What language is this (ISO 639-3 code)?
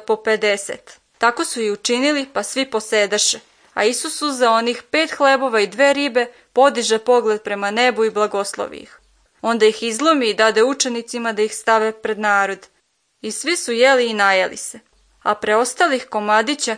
srp